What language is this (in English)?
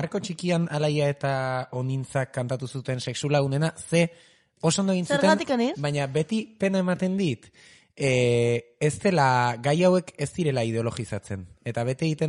Basque